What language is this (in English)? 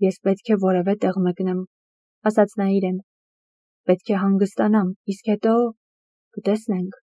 Armenian